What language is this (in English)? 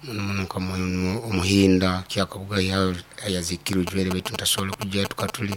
Nyoro